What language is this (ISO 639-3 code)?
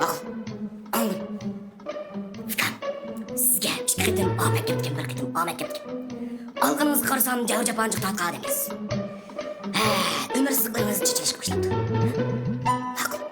uig